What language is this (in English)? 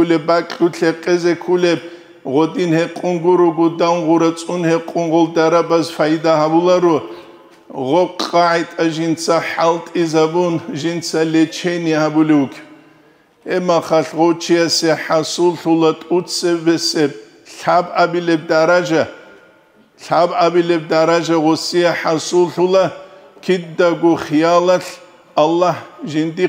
Avaric